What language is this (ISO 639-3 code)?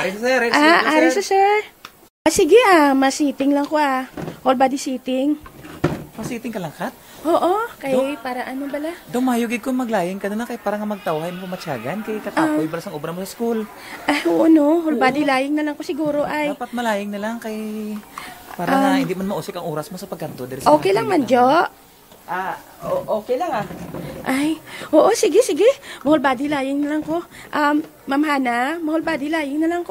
hil